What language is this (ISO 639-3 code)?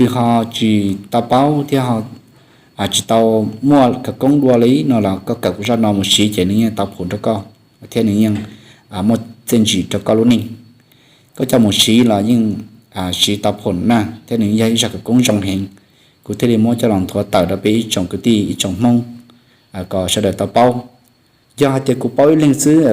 hmn